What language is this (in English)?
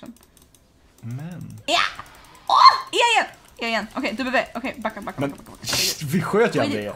Swedish